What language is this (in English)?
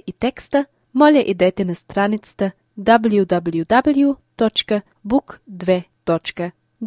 Bulgarian